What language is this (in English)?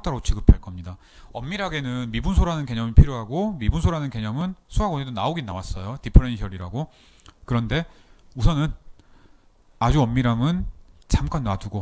Korean